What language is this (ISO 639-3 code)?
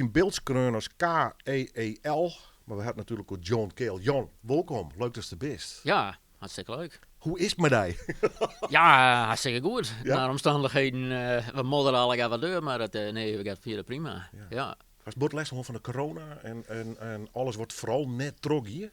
fry